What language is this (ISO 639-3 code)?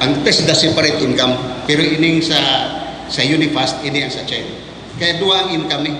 bik